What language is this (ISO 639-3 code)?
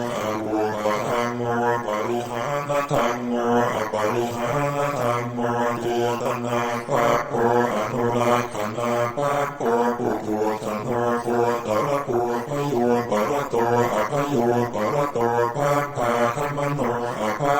pli